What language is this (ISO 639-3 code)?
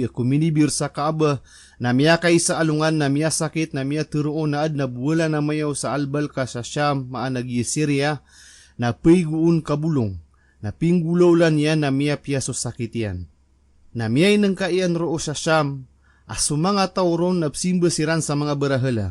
mrw